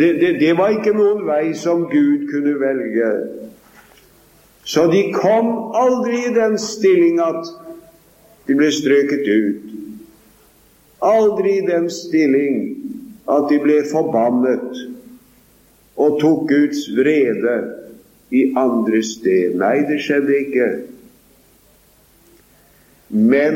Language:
Norwegian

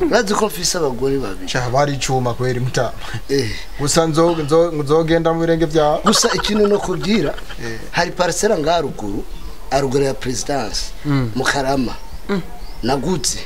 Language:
Rundi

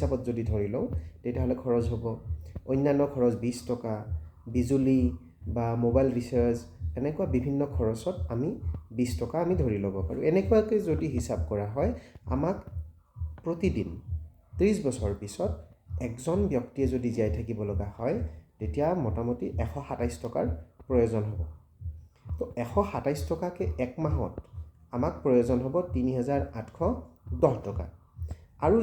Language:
Assamese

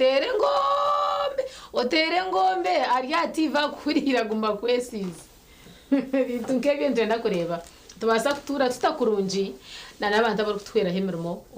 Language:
Nyankole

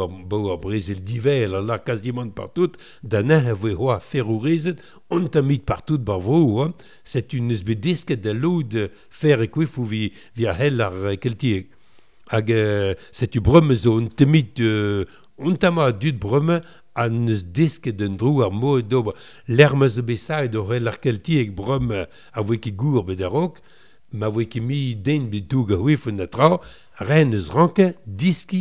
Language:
Breton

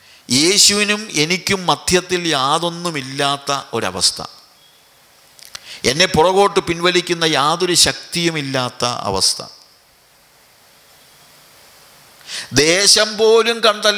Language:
Malayalam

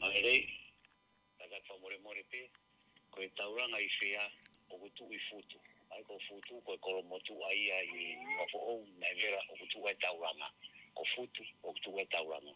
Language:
Tongan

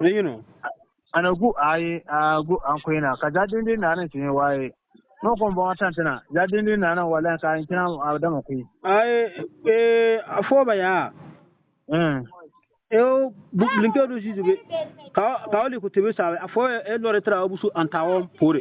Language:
Bissa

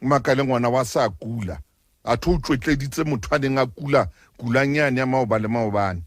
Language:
Southern Sotho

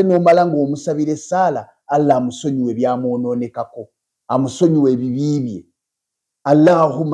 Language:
Ganda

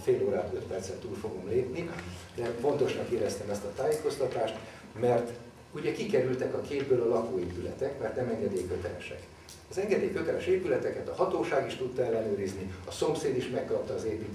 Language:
Hungarian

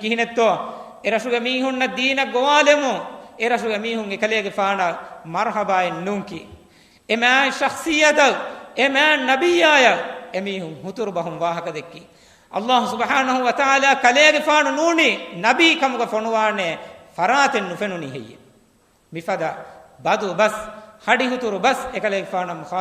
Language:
Divehi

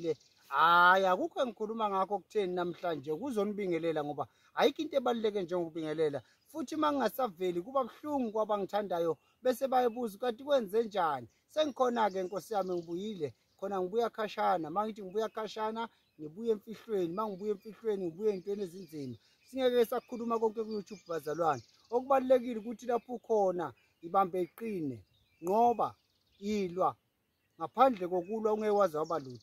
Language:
Zulu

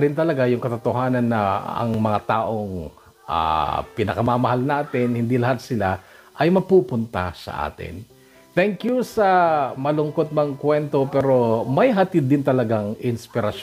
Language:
Filipino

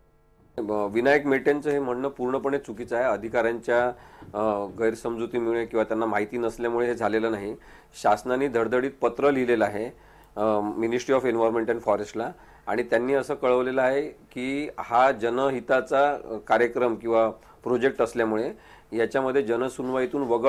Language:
Marathi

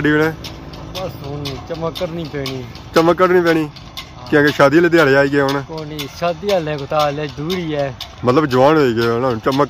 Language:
Pahari-Potwari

